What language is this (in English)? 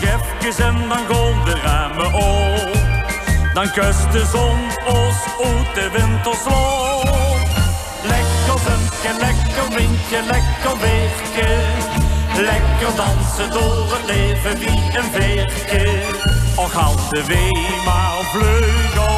Limburgish